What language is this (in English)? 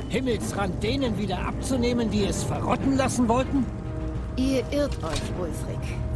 Swiss German